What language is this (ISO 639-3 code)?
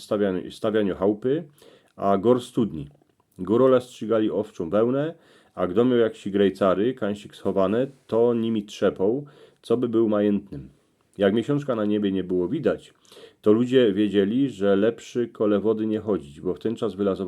szl